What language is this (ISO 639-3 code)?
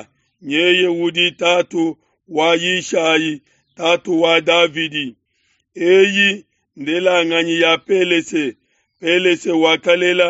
lua